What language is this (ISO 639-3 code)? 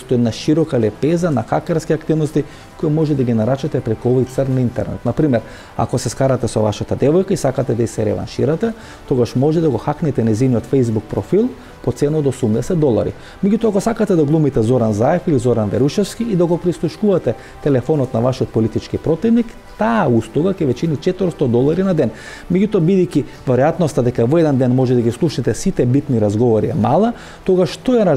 mkd